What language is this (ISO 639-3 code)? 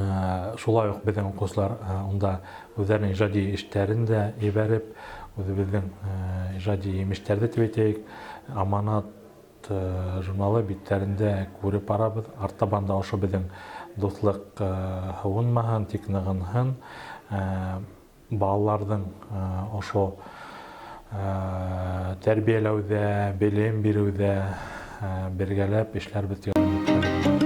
bak